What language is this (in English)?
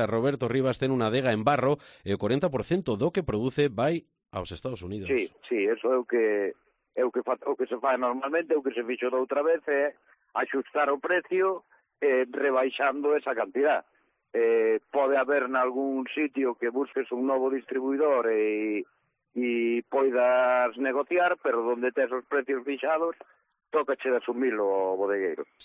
Galician